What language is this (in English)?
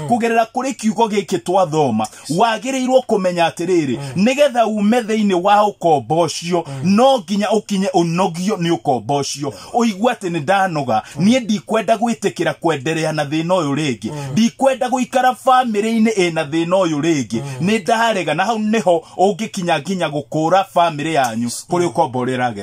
Kikuyu